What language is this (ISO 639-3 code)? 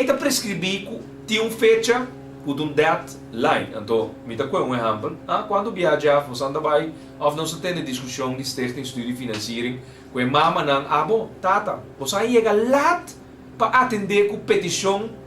pap